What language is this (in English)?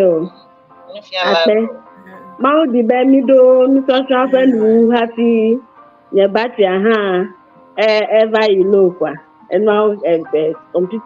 Ewe